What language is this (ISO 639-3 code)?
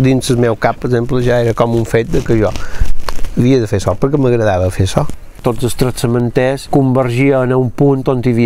cat